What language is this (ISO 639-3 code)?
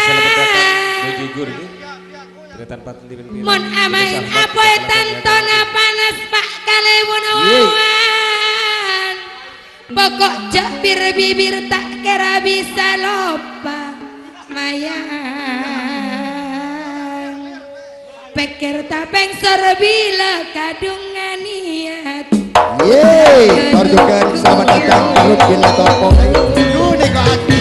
mad